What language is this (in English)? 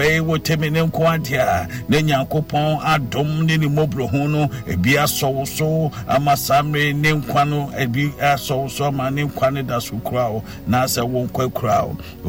Akan